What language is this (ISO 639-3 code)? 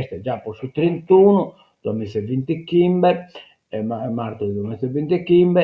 srd